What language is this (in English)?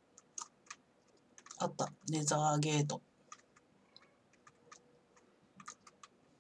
Japanese